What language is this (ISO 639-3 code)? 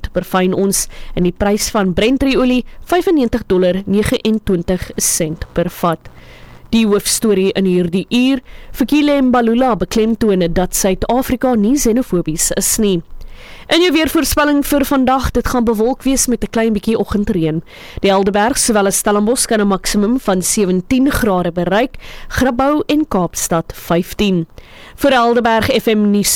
afr